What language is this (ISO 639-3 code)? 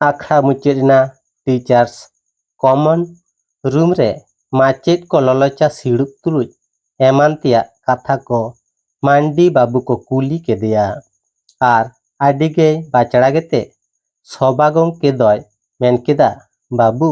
sat